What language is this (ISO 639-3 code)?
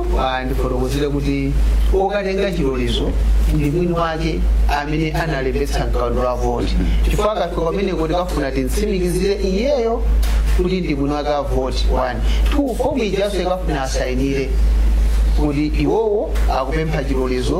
nya